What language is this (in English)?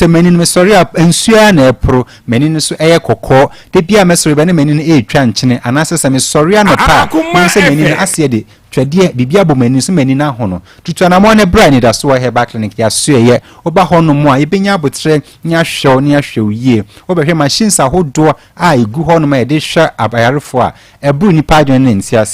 Akan